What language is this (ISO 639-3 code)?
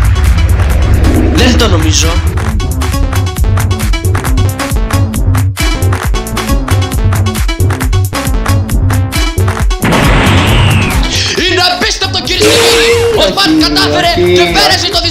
ell